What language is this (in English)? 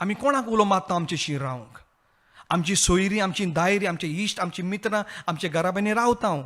Konkani